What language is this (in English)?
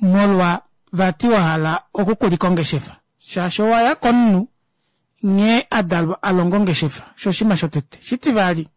Kuanyama